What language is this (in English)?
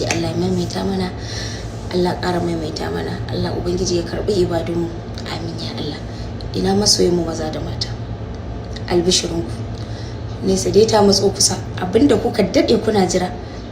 Hausa